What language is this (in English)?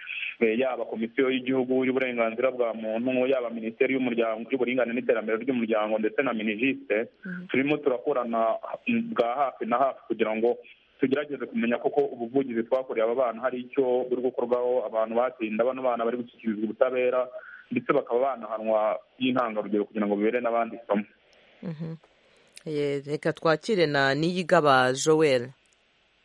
Kinyarwanda